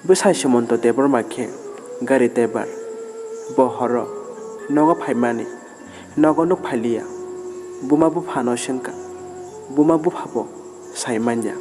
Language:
Kok Borok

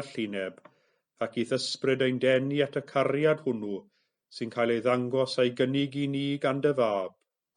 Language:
Welsh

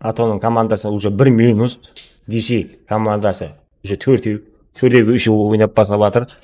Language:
Kara-Kalpak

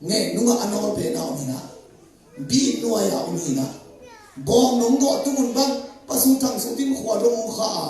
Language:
Tedim Chin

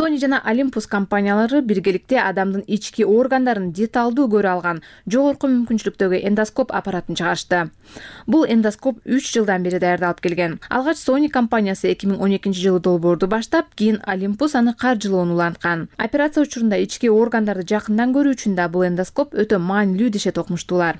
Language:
Kyrgyz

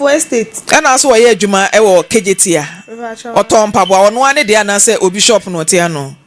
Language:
Akan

